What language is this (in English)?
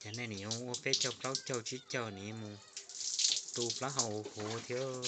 Hmong